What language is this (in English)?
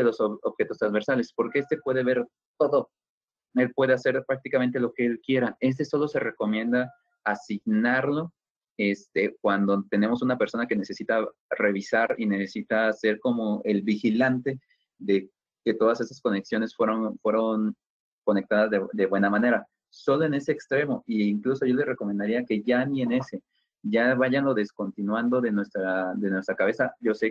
Spanish